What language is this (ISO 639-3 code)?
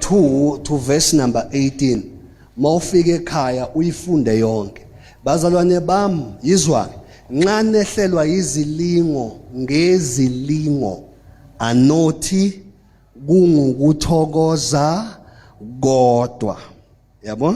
zul